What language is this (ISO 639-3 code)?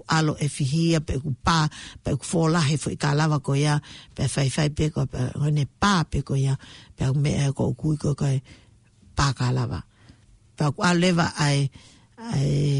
ton